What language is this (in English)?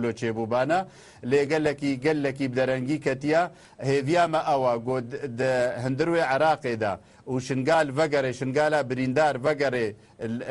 Kurdish